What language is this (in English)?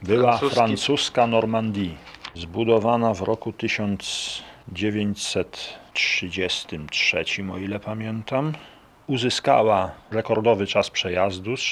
Polish